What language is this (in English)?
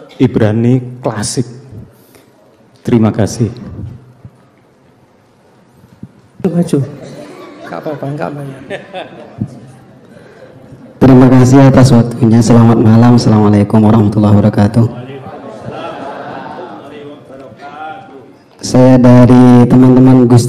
Indonesian